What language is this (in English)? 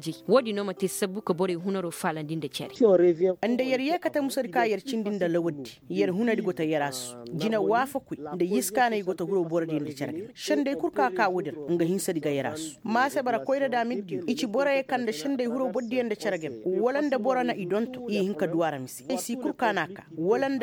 Koyraboro Senni